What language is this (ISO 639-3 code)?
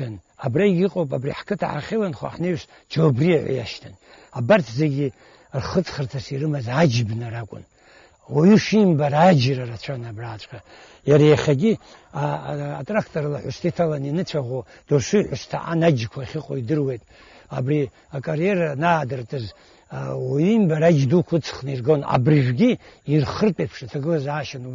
abk